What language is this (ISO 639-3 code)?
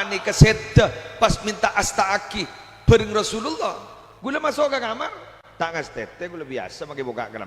mad